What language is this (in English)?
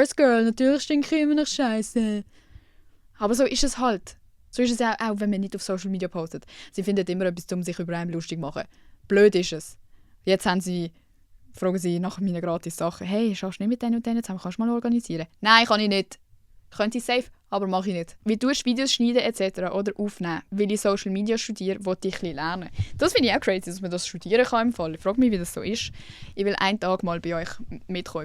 Swiss German